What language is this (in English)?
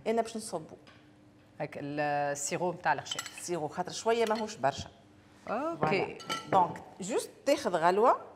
Tunisian Arabic